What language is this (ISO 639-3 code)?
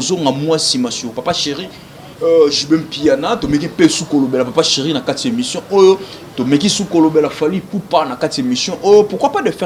lin